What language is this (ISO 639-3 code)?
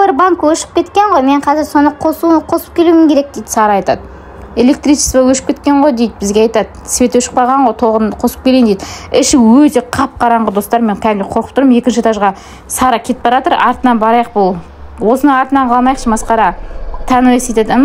kaz